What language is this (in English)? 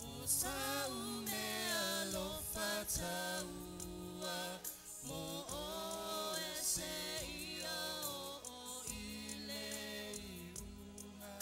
Samoan